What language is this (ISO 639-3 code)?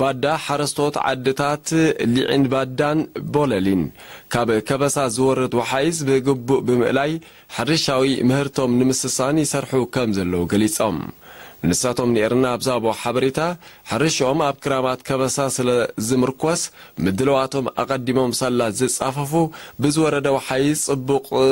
tir